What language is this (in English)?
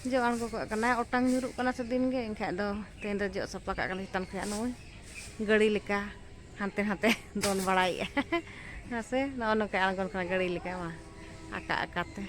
Santali